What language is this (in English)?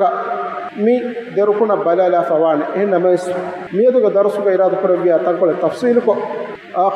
Divehi